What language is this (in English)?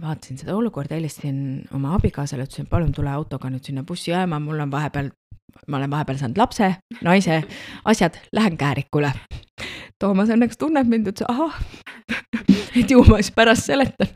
Estonian